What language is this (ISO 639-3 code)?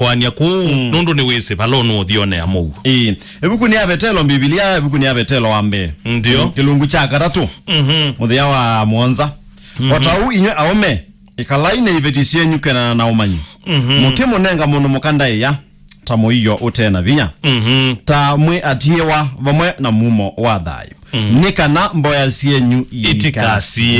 kam